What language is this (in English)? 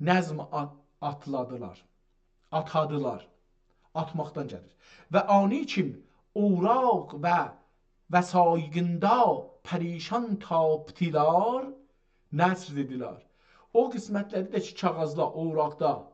South Azerbaijani